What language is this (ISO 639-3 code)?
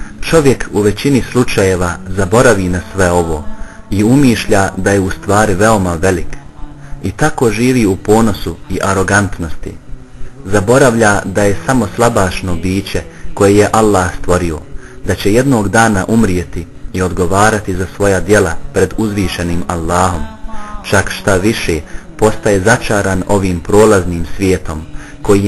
bos